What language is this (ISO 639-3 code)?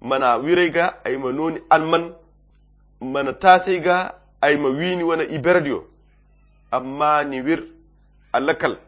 khq